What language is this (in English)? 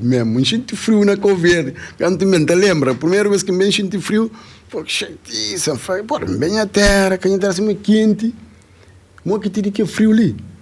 Kabuverdianu